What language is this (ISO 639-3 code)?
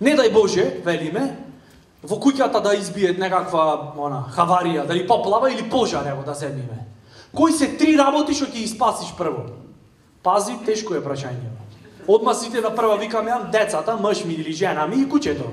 mkd